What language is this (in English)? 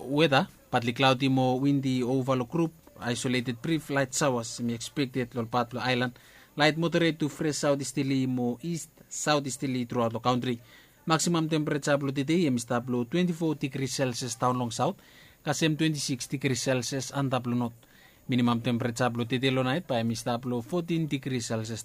Bislama